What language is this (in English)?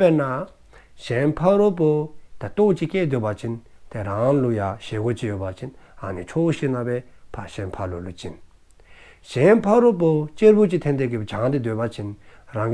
Dzongkha